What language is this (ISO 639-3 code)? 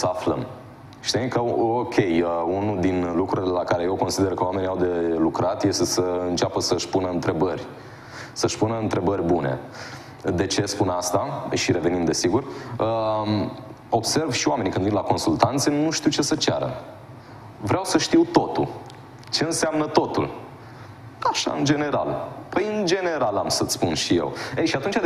ron